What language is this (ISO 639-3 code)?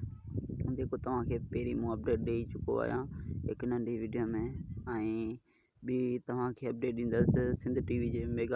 snd